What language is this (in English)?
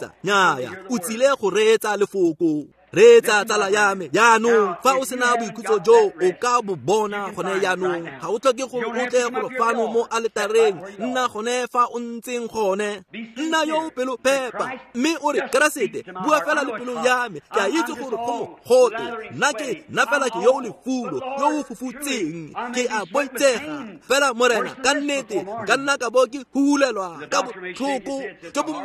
Tswana